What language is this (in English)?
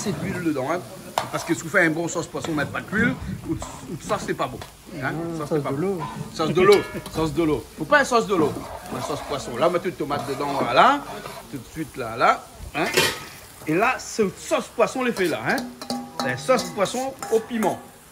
Réunion Creole French